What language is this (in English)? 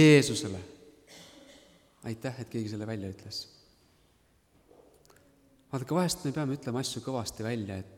Estonian